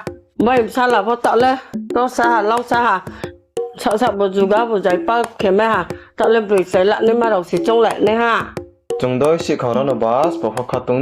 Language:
Riang (India)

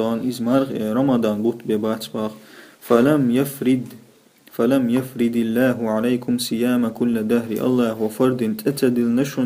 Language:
Chechen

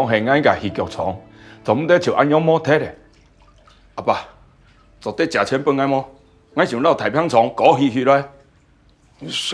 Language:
Hakka Chinese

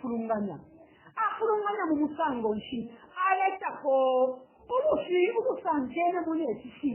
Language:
Bemba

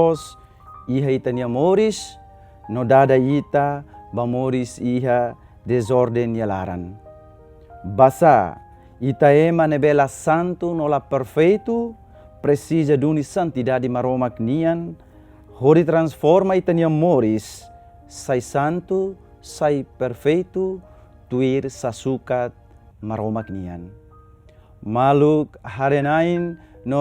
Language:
Tetum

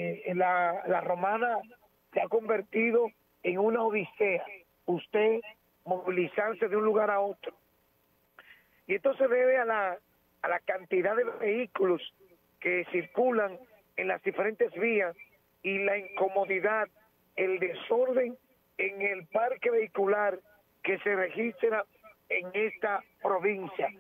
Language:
Spanish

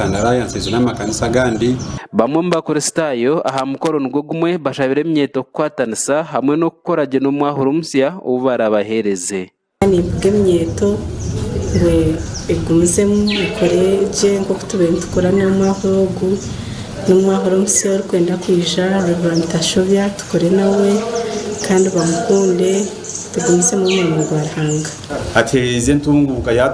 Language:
Nyankole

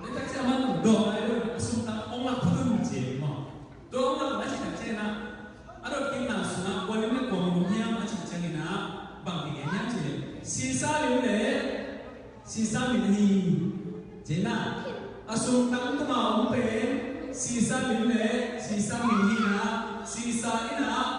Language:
Tedim Chin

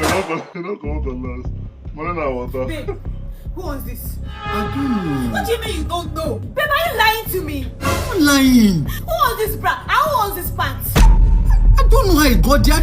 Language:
Nigerian Pidgin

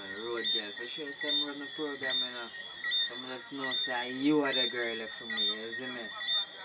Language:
Jamaican Creole English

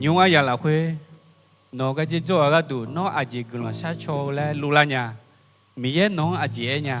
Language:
Akha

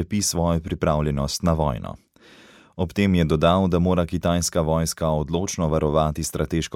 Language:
Slovenian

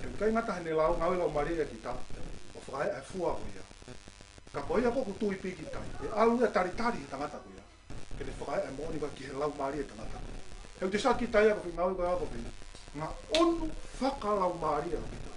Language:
Tongan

